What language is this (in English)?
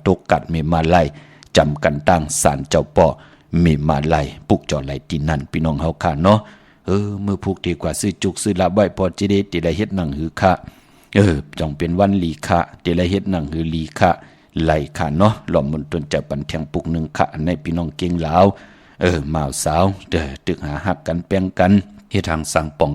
Shan